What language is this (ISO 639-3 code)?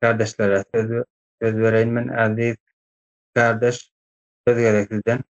tuk